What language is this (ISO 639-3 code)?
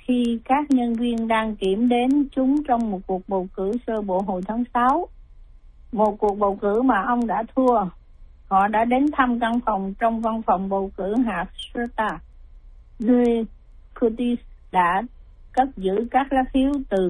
vie